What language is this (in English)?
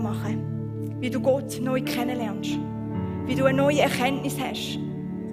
Swiss German